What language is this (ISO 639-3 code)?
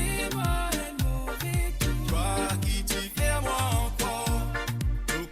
mfe